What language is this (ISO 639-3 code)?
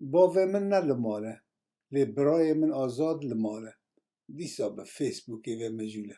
kur